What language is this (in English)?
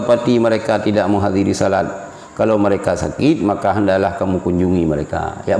Achinese